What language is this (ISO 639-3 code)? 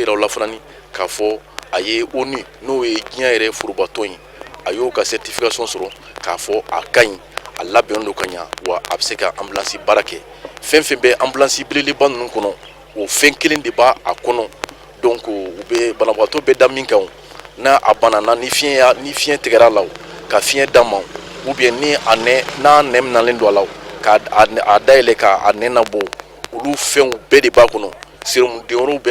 bam